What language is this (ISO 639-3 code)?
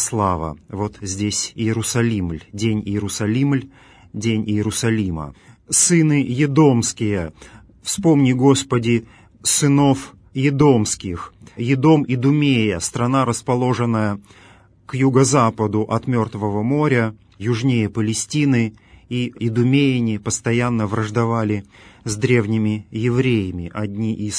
rus